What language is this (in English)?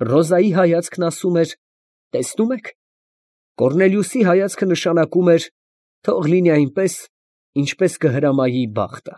Armenian